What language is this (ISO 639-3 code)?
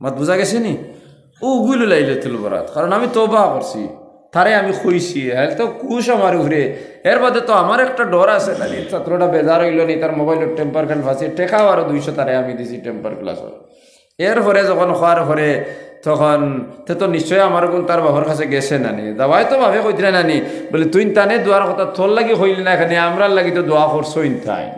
syl